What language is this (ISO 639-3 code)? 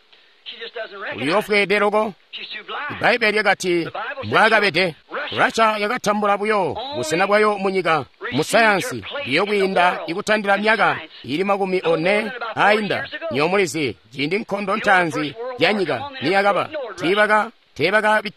toi